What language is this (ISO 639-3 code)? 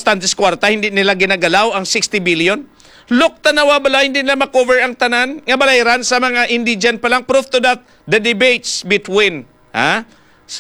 hil